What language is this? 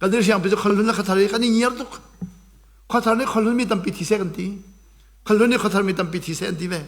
Hakha Chin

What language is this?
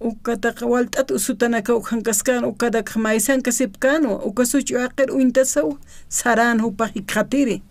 Aymara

